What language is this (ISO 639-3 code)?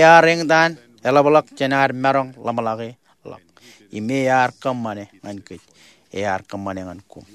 mah